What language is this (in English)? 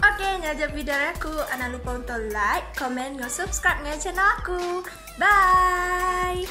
Iban